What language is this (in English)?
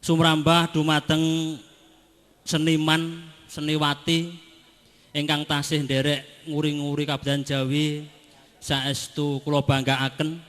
Javanese